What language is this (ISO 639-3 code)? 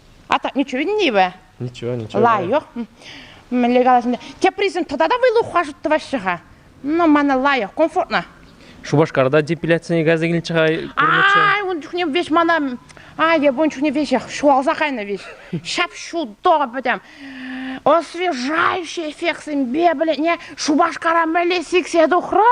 chv